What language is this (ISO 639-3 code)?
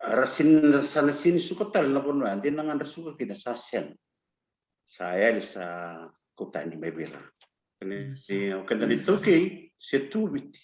fij